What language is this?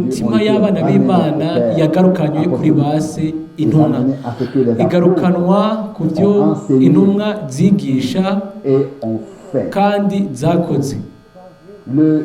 Rundi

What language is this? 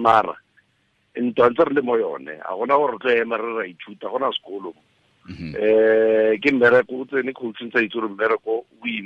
Tswana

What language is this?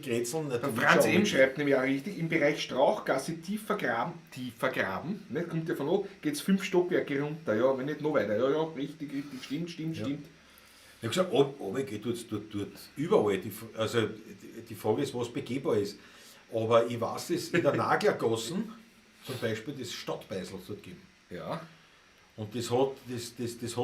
Bavarian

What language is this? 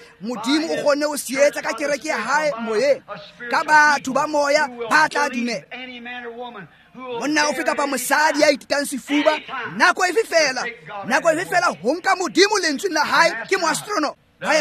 Tswana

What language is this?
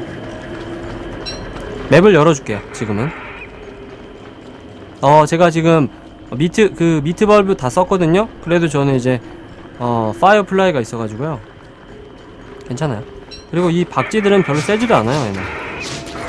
Korean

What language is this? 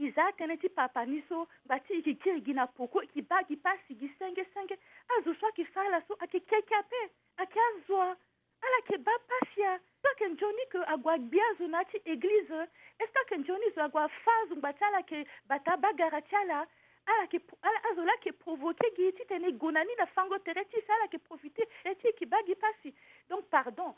Sango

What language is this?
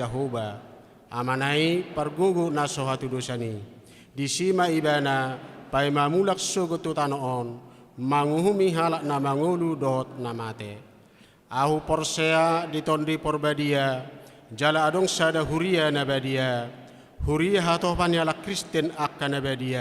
Batak Toba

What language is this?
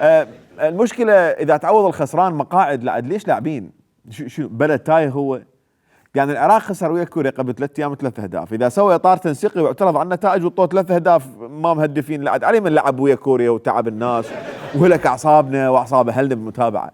Mesopotamian Arabic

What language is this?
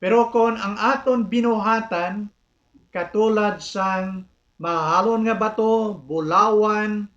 Hiligaynon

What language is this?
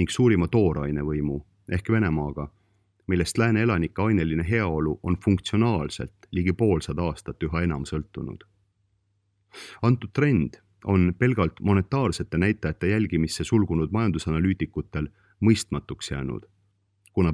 Estonian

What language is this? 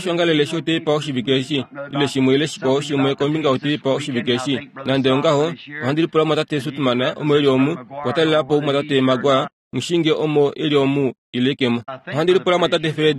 Kuanyama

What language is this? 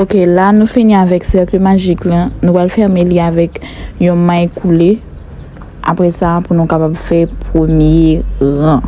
Haitian Creole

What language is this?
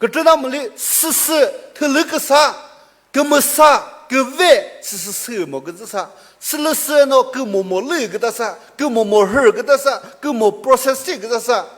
Chokri Naga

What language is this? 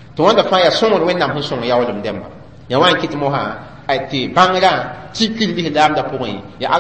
Mossi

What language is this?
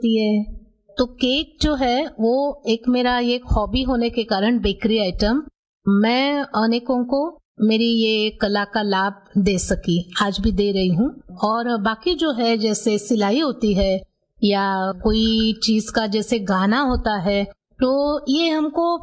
Hindi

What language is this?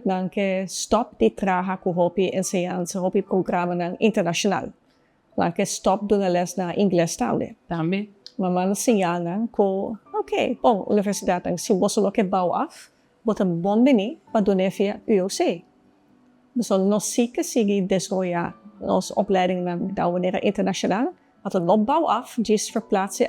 Papiamento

